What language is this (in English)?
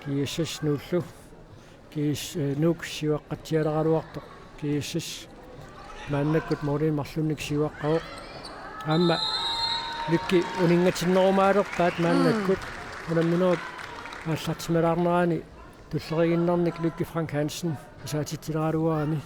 Kalaallisut